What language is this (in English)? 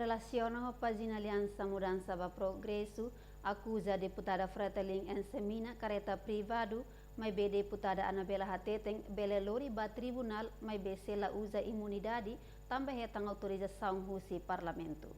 Tetum